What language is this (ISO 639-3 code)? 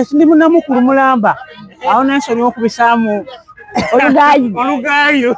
xog